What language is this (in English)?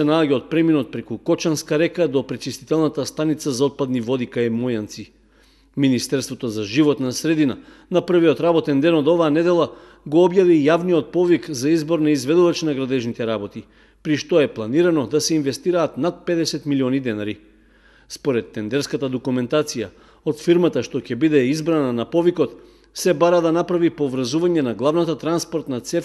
Macedonian